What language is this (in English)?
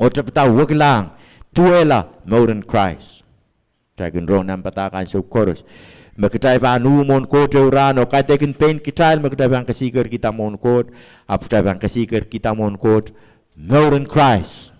Pohnpeian